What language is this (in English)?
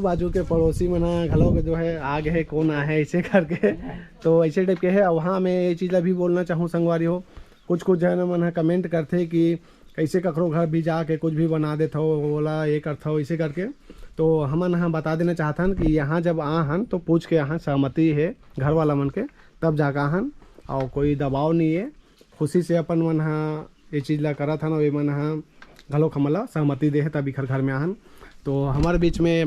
Chhattisgarhi